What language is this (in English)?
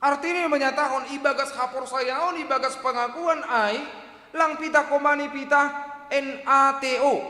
Batak Simalungun